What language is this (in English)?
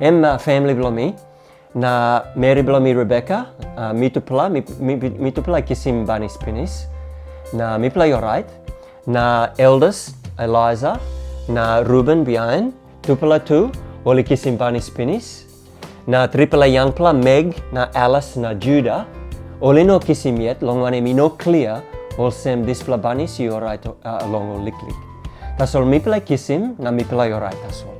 Tok Pisin